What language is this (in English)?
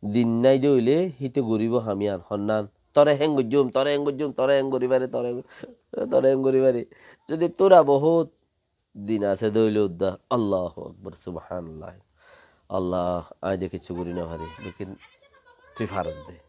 Rohingya